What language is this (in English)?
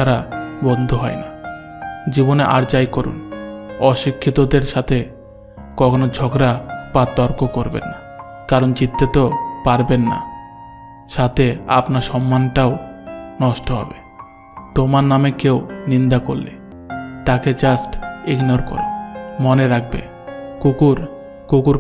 Bangla